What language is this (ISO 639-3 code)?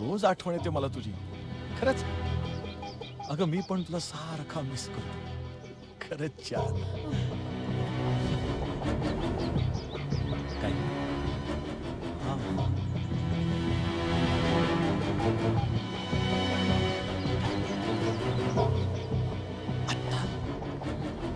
mar